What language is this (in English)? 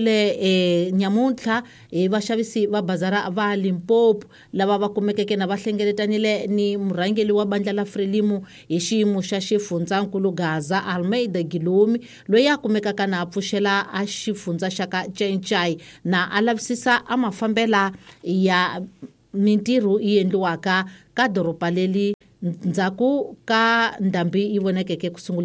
Tsonga